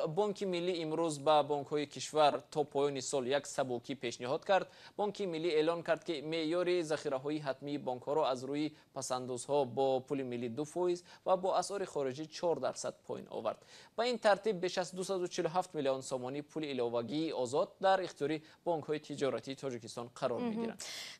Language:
Tajik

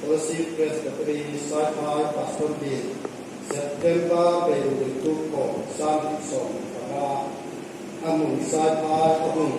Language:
Hmar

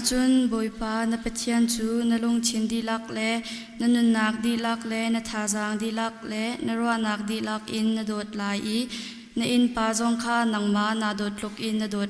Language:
Hakha Chin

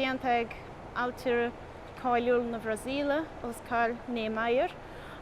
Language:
Irish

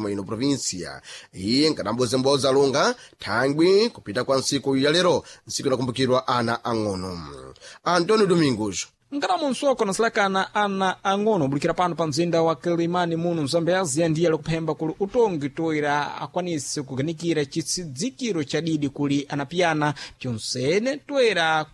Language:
Sena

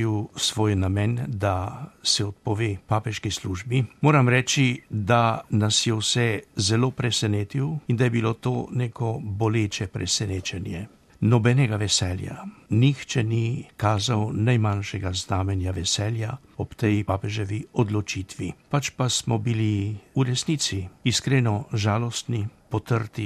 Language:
Slovenian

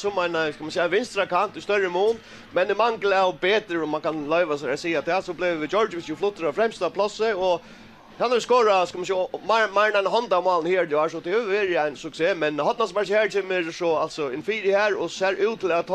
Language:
Faroese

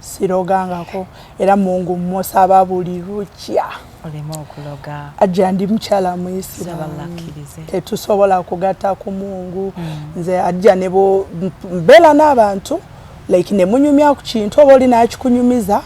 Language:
Ganda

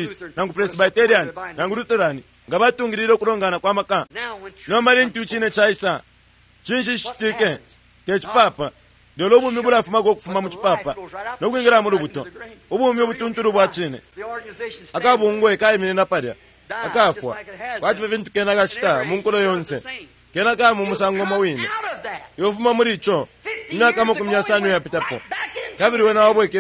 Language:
Bemba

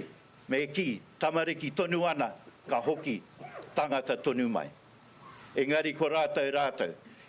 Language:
Māori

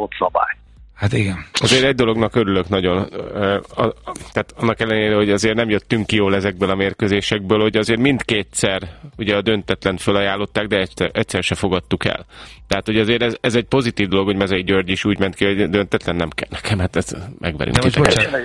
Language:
Hungarian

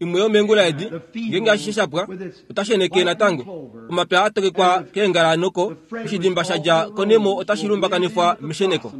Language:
Kuanyama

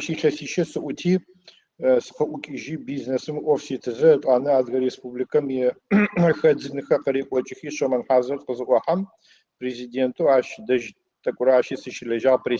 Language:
Adyghe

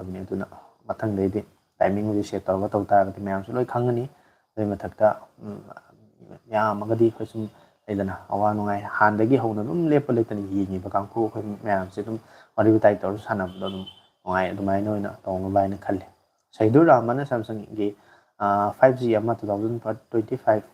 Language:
Manipuri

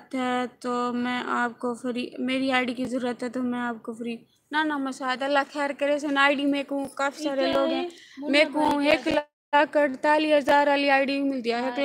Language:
Saraiki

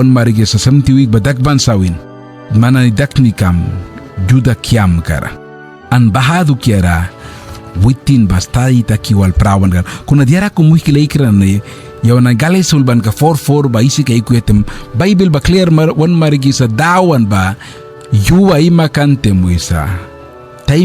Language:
Mískito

